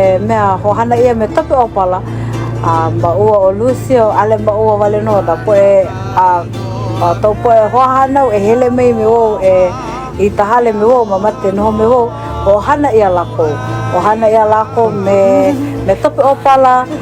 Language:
Hawaiian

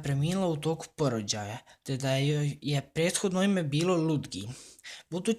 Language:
Bosnian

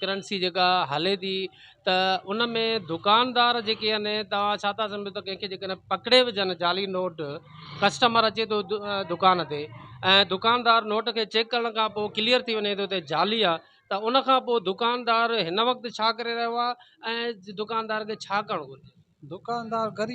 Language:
Sindhi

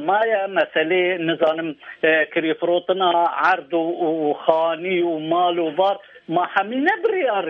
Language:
Kurdish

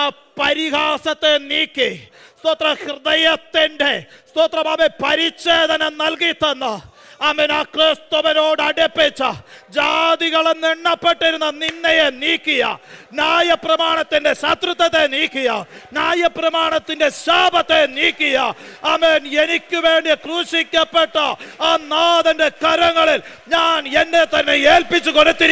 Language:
Malayalam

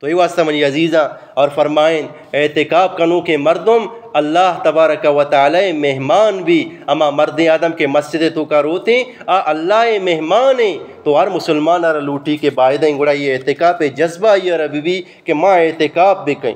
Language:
Eastern Balochi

